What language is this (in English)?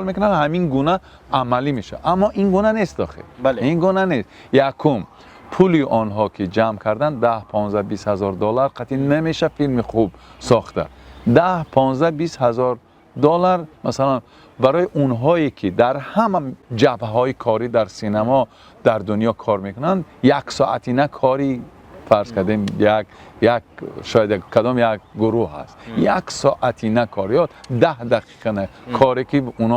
Tajik